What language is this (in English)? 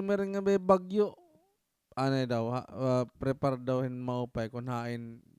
Waray